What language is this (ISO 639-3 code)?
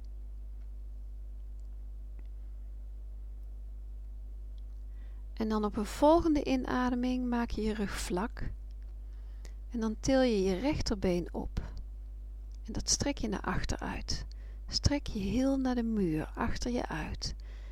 nld